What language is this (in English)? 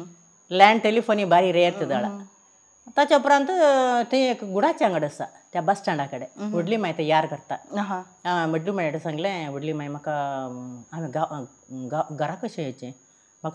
Konkani